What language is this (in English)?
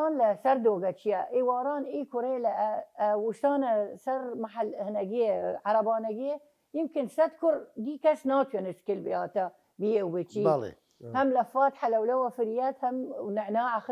Southern Kurdish